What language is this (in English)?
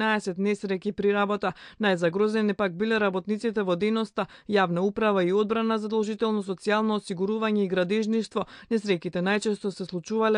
Macedonian